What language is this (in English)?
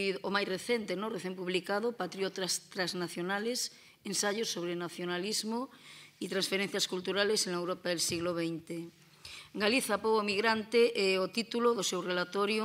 Galician